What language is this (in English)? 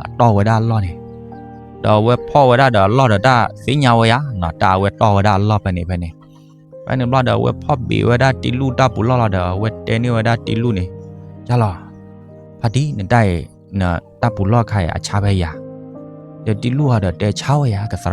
S'gaw Karen